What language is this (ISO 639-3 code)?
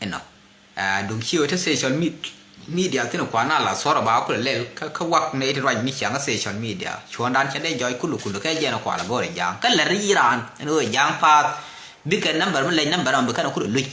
nus